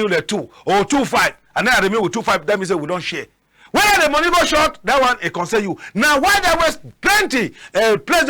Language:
Cameroon Pidgin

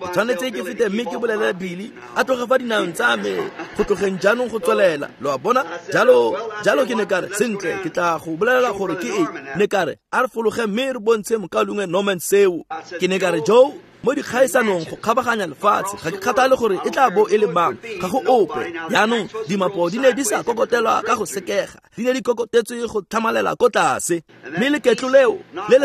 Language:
Tswana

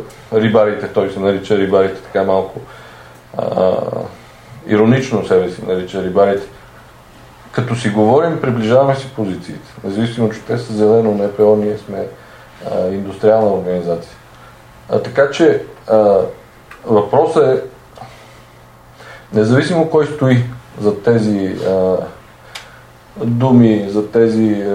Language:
Bulgarian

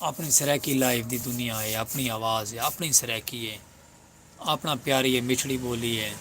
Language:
Saraiki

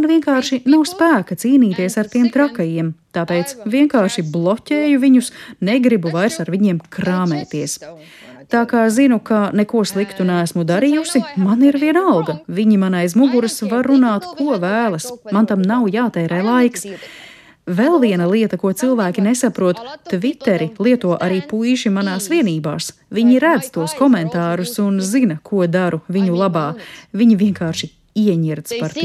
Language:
Latvian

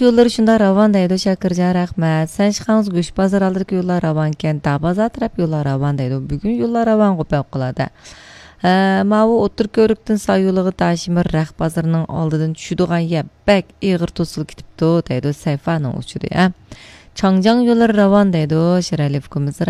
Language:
Uyghur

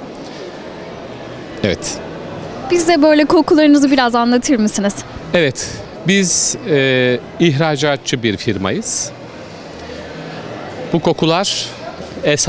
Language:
Turkish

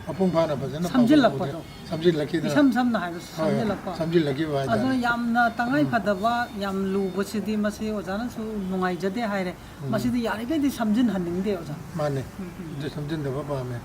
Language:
Manipuri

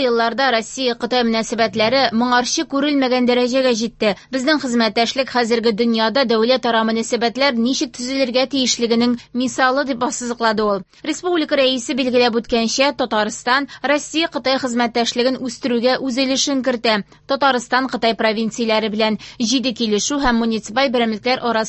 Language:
Tatar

